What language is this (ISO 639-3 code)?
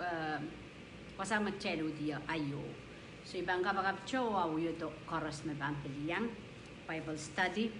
pon